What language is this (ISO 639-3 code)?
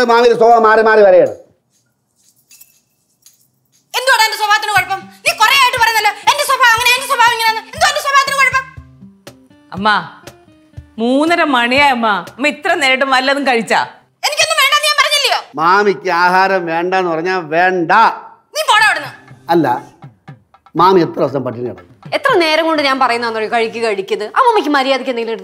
mal